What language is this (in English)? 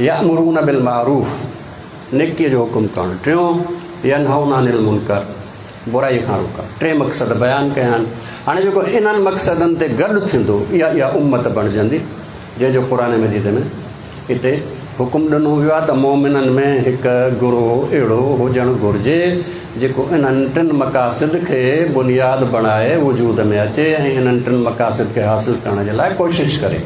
Sindhi